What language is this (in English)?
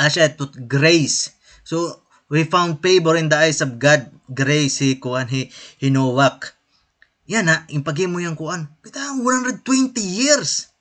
Waray